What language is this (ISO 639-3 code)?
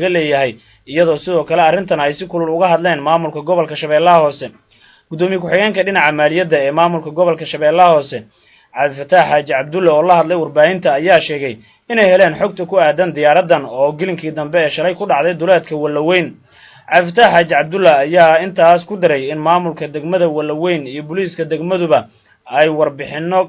som